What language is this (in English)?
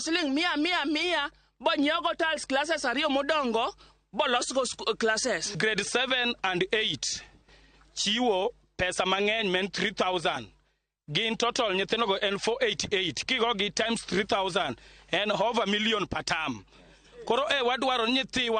Luo (Kenya and Tanzania)